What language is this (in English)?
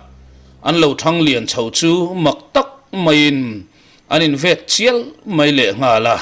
Mizo